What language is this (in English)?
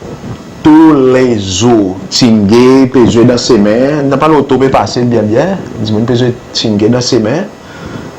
Seselwa Creole French